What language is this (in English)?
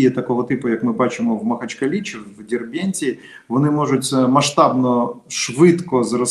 Ukrainian